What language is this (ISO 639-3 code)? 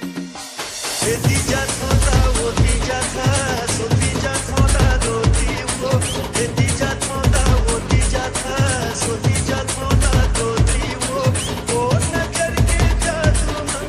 hne